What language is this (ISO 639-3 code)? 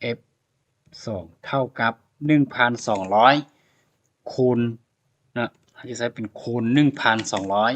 lao